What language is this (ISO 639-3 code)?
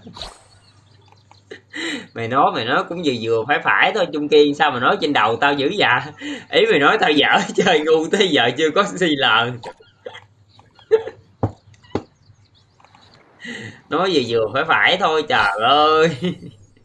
vie